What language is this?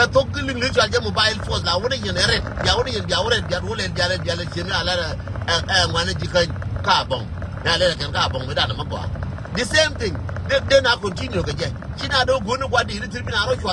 Nuer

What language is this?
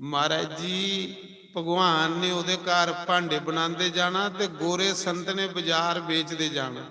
Dogri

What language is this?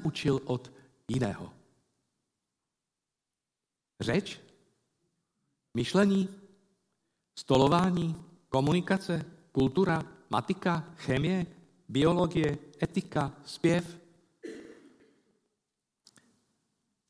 Czech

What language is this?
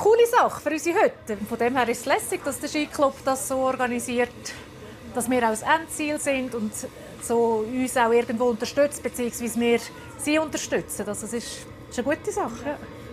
Swiss German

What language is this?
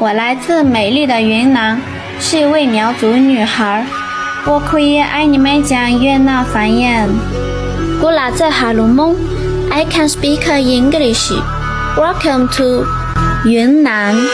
Hmong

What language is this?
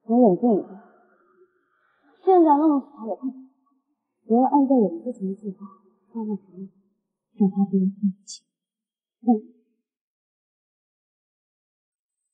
Chinese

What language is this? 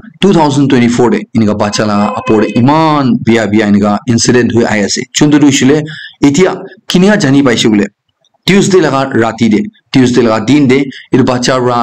Naga Pidgin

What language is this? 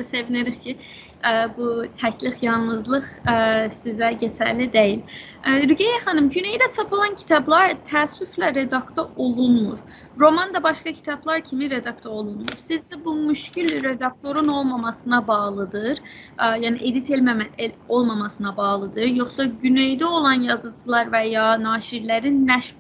South Azerbaijani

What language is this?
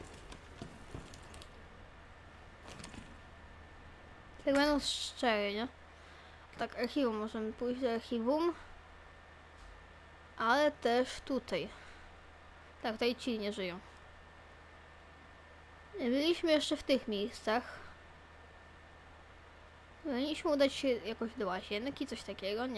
Polish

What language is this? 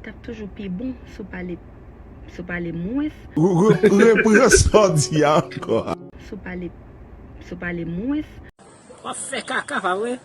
Haitian Creole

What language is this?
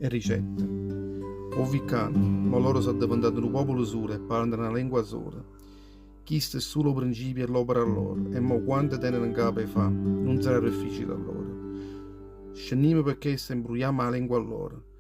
Neapolitan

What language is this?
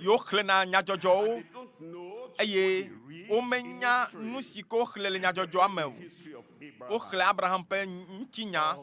Ewe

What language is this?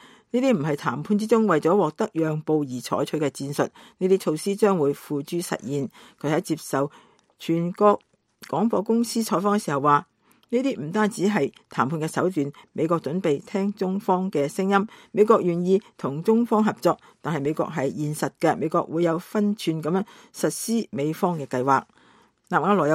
Cantonese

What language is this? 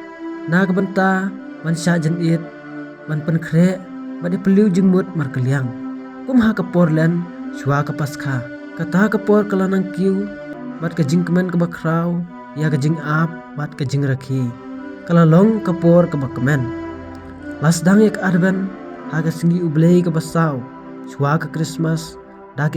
Khasi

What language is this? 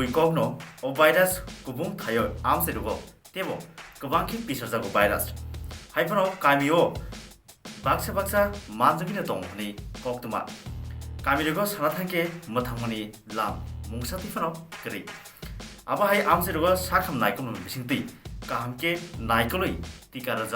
Kok Borok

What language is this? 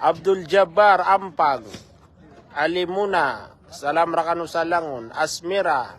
Maranao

